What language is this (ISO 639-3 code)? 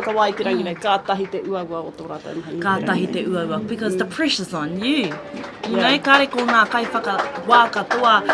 mri